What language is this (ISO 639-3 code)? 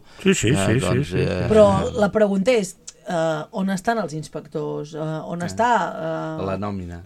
cat